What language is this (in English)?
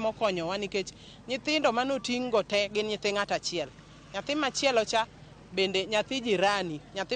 Luo (Kenya and Tanzania)